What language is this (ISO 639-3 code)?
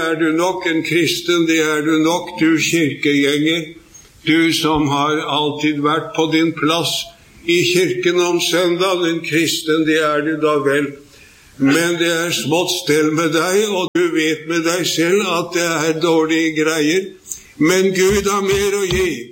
nor